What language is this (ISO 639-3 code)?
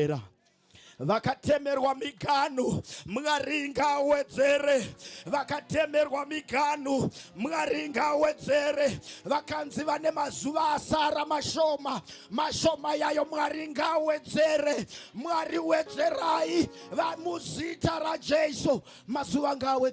sna